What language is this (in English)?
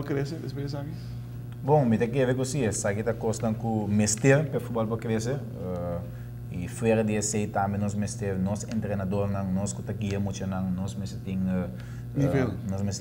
Papiamento